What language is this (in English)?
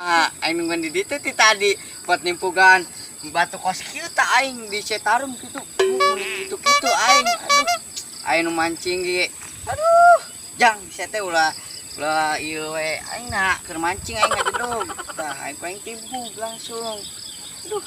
Sundanese